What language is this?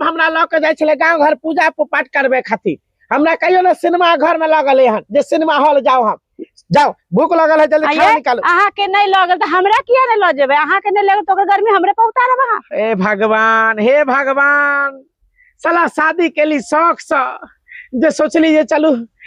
Maithili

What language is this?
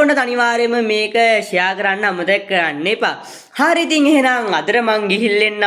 Sinhala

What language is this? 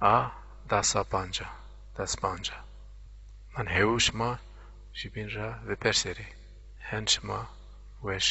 Zaza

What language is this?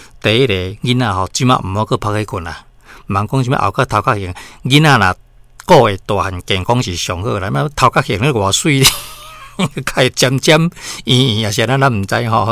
Min Nan Chinese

